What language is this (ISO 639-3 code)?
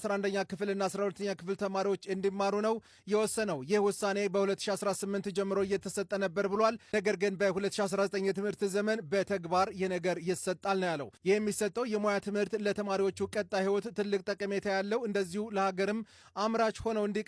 amh